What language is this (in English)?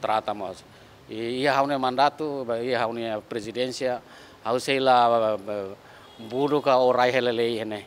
Tetum